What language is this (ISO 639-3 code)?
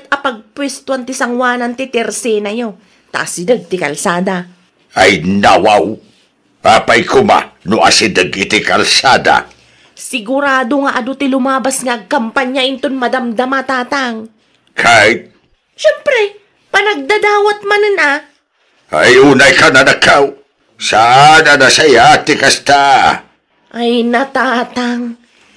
ilo